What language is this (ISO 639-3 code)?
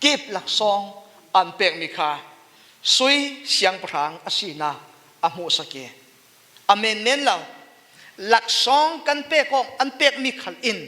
cfm